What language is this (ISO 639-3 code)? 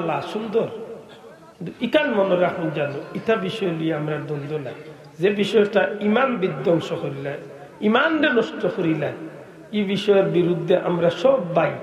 syl